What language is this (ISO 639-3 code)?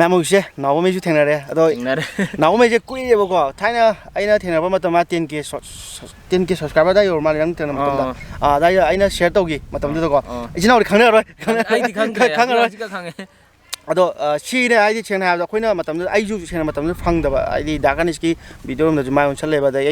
mni